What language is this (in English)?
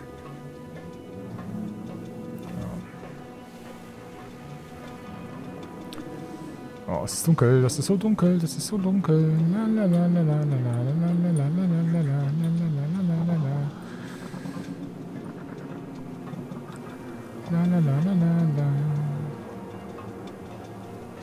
German